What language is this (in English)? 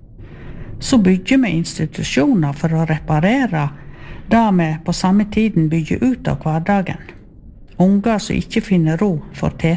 Norwegian